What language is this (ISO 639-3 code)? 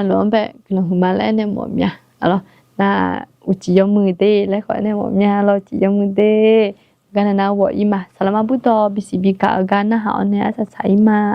ahk